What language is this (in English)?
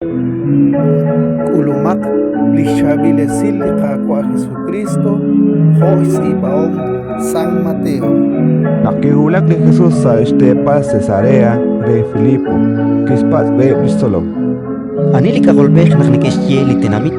Kekchí